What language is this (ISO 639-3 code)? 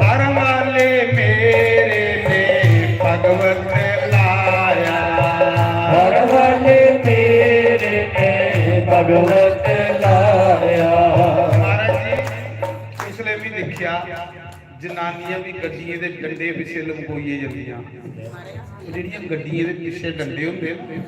doi